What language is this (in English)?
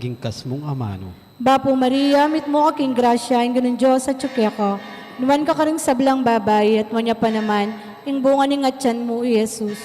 Pampanga